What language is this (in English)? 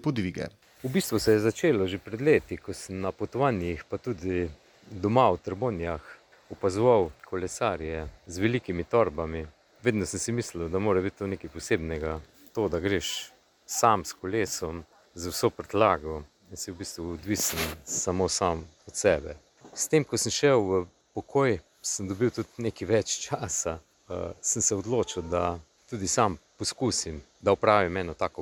Slovenian